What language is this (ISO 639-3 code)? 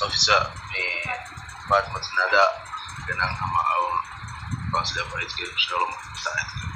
div